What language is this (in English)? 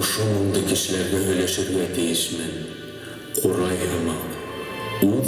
Bashkir